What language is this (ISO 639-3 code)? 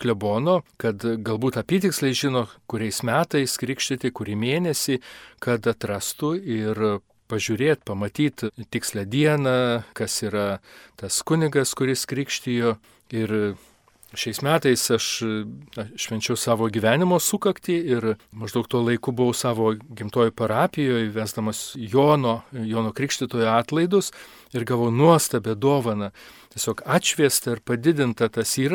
lit